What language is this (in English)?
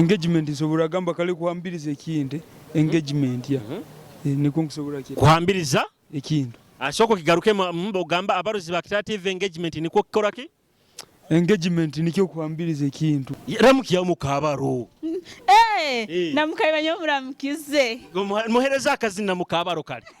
Nyoro